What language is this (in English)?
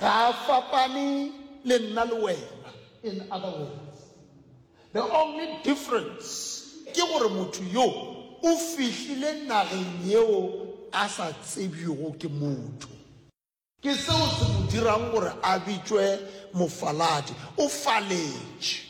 Northern Sotho